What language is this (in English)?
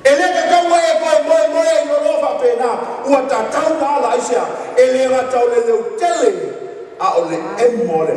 Samoan